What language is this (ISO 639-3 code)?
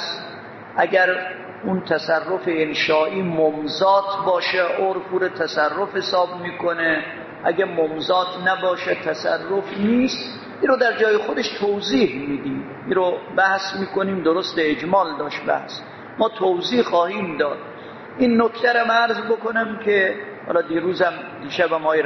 fas